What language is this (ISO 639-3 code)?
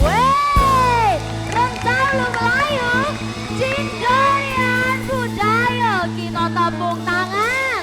mui